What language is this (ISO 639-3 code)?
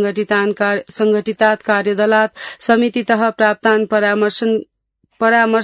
san